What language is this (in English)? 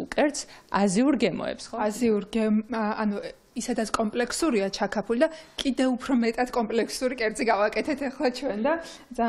Georgian